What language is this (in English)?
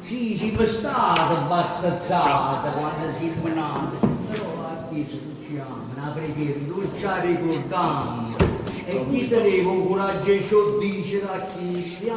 Neapolitan